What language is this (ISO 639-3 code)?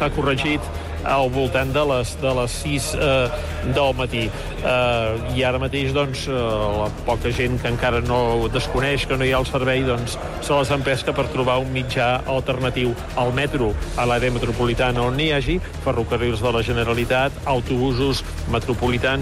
cat